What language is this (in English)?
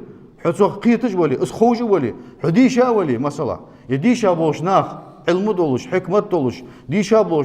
Ingush